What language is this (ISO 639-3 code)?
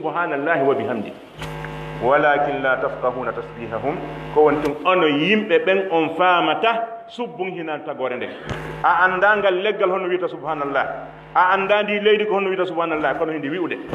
fuf